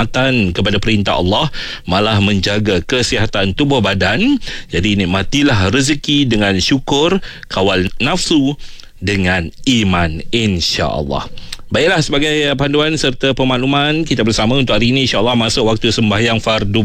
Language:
Malay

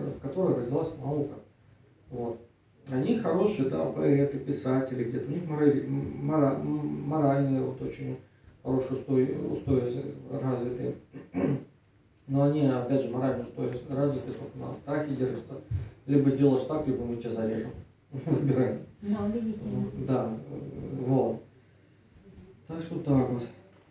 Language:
Russian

